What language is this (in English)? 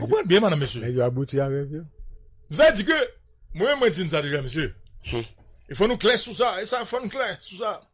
Haitian Creole